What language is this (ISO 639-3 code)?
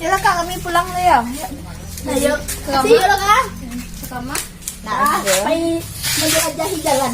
min